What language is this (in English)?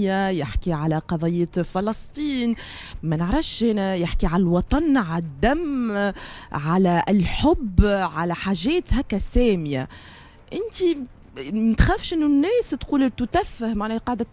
Tunisian Arabic